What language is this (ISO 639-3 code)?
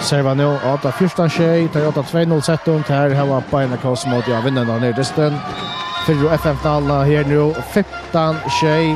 fao